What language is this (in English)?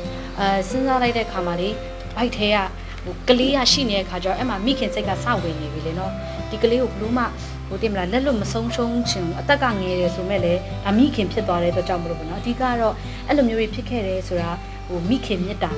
Burmese